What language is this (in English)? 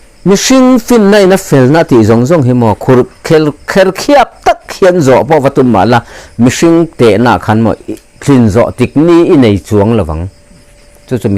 Mizo